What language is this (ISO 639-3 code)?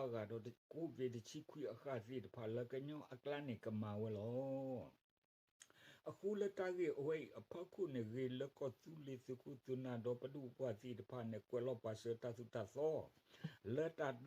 ksw